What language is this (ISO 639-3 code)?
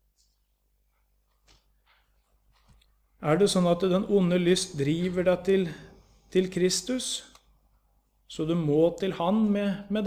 nor